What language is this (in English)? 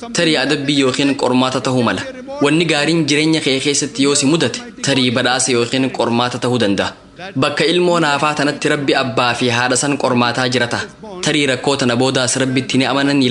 Oromo